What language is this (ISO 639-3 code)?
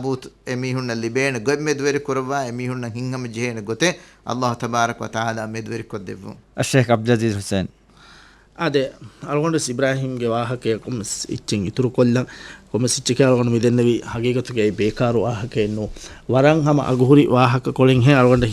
div